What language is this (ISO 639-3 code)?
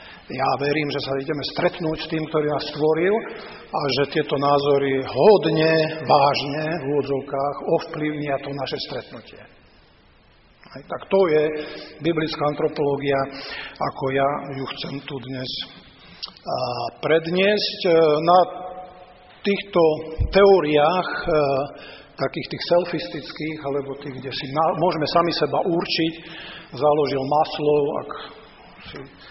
slk